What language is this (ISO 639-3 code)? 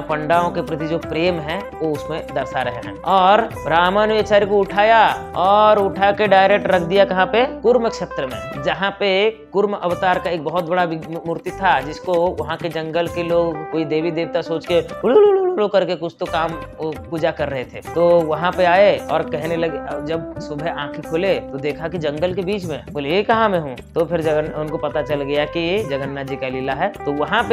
hin